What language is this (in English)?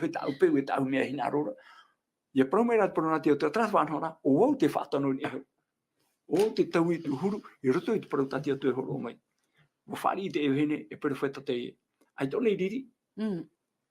Tahitian